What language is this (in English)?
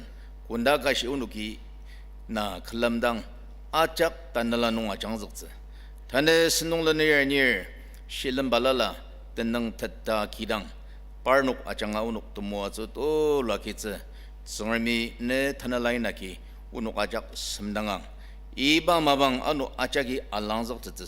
Ao Naga